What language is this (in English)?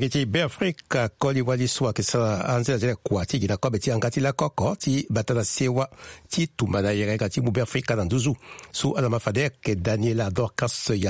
Sango